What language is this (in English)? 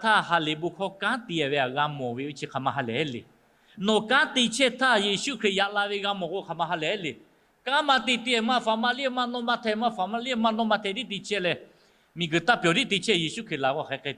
Lahu